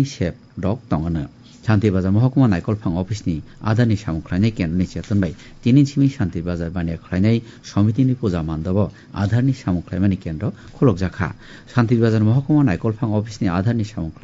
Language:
Kok Borok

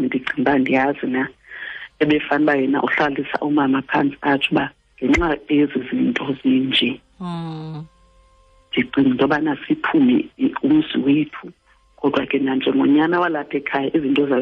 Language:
Xhosa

